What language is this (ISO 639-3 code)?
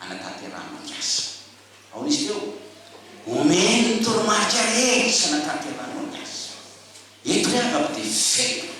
mlg